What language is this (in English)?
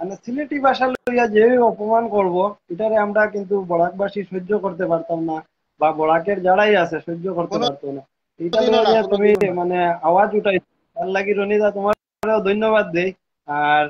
Sylheti